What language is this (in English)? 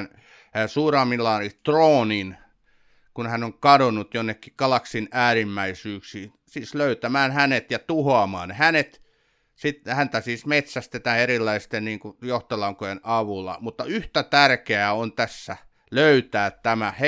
Finnish